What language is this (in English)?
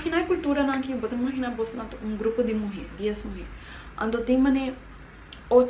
Papiamento